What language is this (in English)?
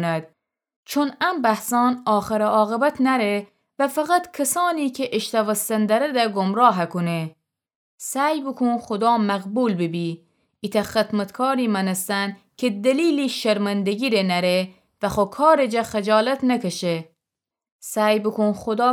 Gilaki